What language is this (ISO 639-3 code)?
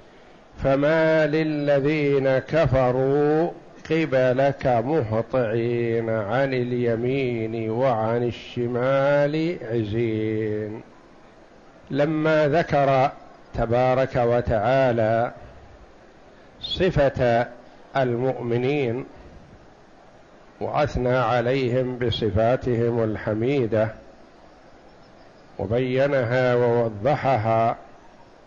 ara